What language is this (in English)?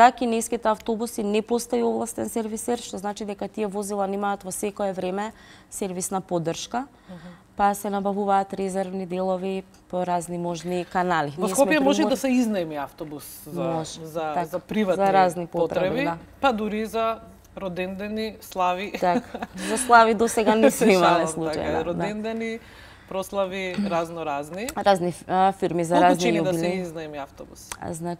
Macedonian